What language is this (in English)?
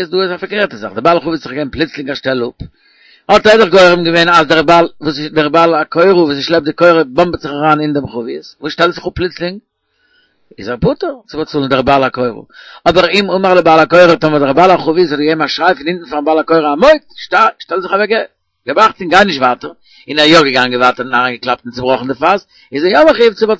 Yiddish